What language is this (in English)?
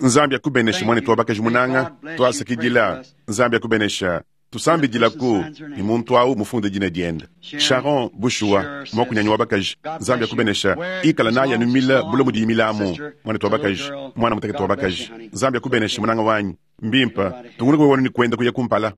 Luba-Lulua